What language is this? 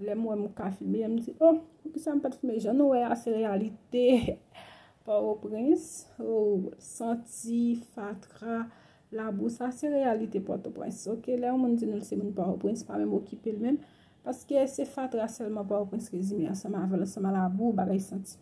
Haitian Creole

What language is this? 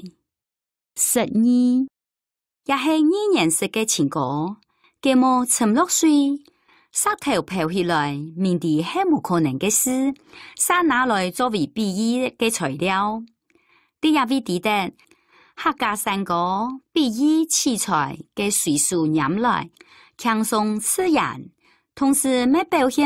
Hakka Chinese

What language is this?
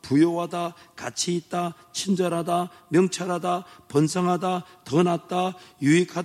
Korean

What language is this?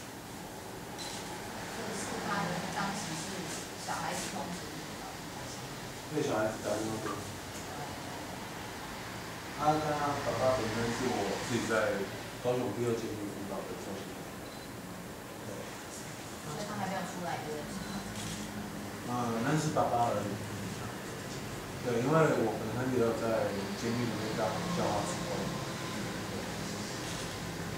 Chinese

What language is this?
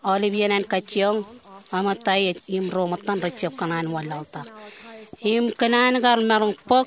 Marshallese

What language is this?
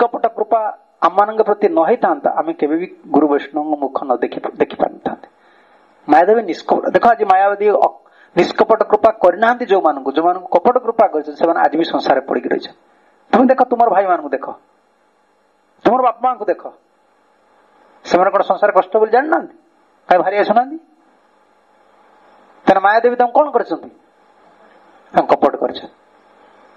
Odia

